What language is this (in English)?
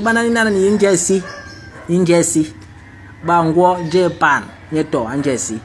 Basaa